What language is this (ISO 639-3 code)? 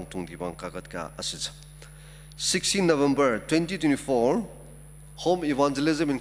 njo